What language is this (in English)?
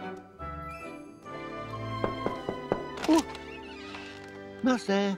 Norwegian